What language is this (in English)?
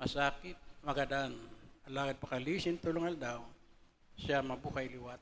Bikol